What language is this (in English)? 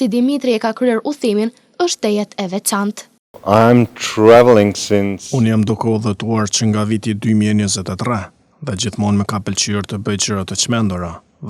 Albanian